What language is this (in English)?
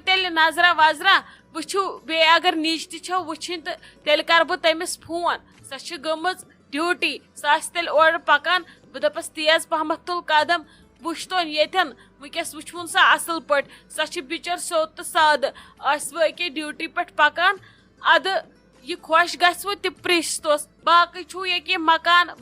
Kashmiri